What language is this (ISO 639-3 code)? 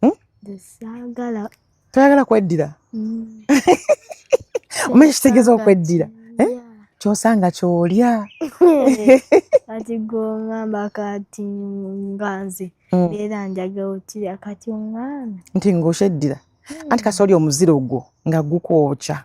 lug